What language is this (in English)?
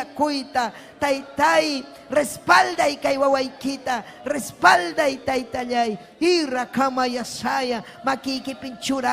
Ayacucho Quechua